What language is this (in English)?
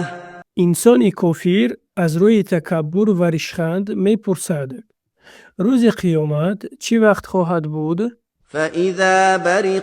Tajik